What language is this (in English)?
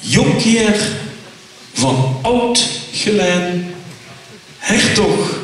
Limburgish